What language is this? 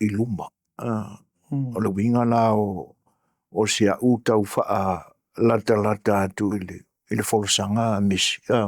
Samoan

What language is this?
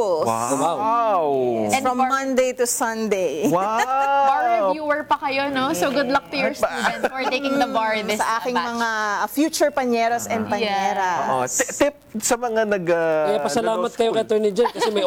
Filipino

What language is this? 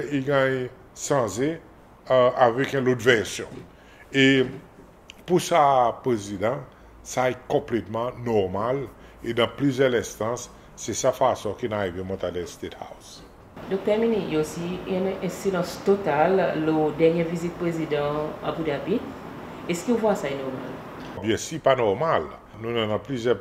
Seselwa Creole French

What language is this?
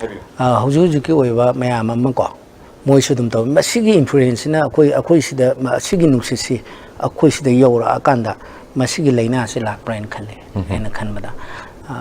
Manipuri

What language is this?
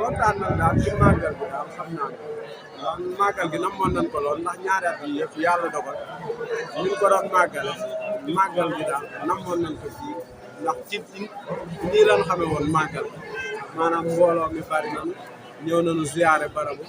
Wolof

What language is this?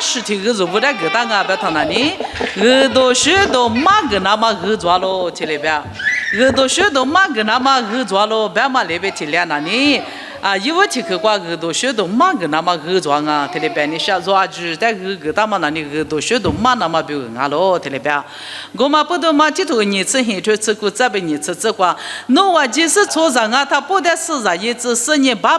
Lisu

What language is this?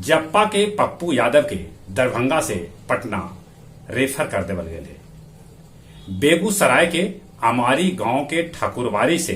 Magahi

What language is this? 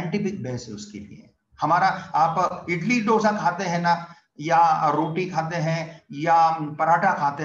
Hindi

